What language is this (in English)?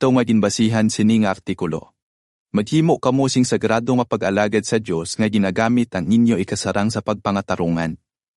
Hiligaynon